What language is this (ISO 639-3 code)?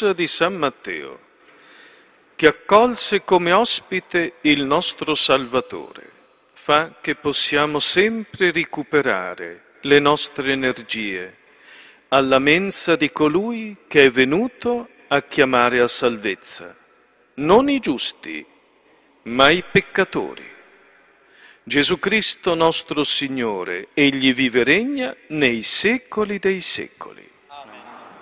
ita